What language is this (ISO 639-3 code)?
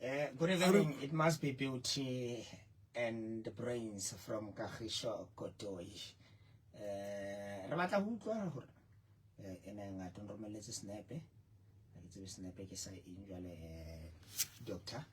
sot